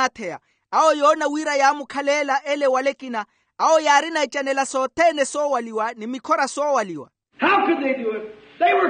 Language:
Makhuwa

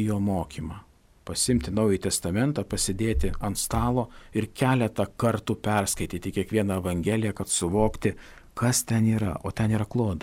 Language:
Lithuanian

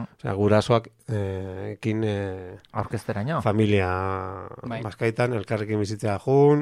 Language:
Basque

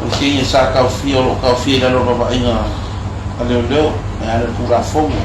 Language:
Samoan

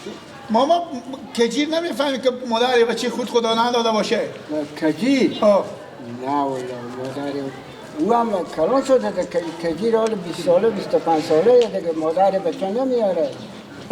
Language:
Persian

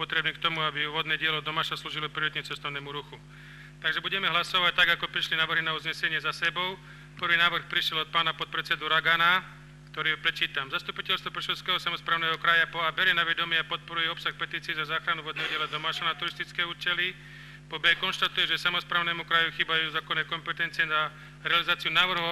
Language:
Slovak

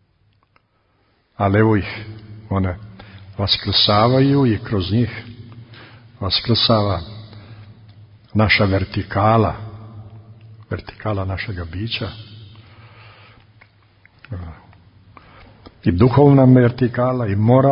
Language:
Serbian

